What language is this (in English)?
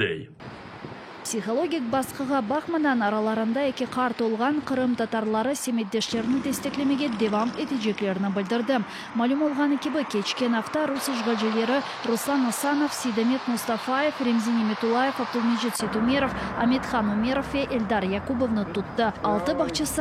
Crimean Tatar